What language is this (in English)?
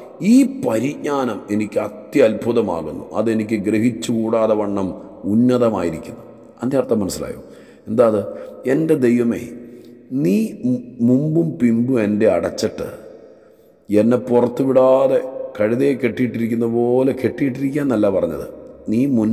Malayalam